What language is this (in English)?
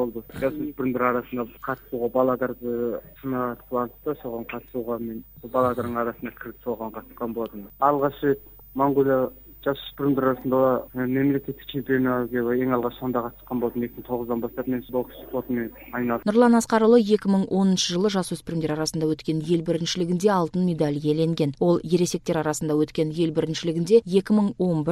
Kazakh